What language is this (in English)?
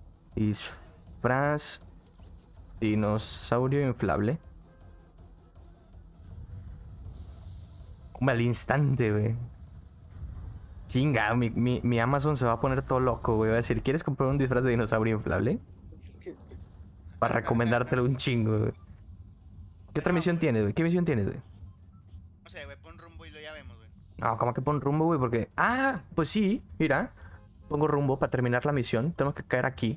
Spanish